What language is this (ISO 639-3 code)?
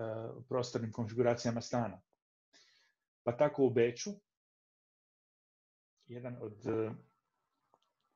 hrv